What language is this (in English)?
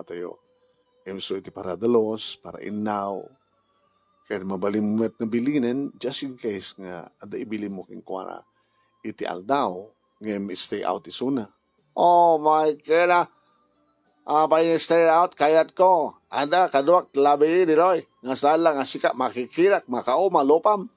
Iloko